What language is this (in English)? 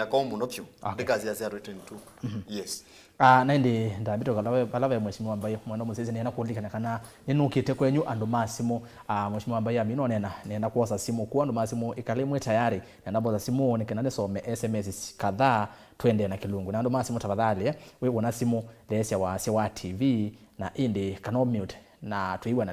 Kamba